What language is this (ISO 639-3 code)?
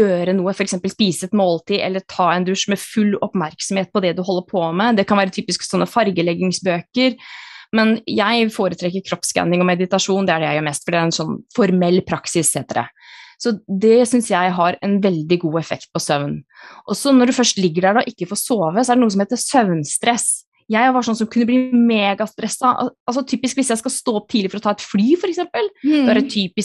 nor